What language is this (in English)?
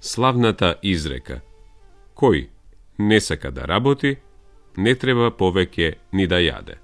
Macedonian